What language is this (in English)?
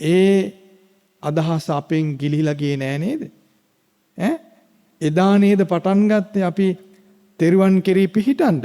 Sinhala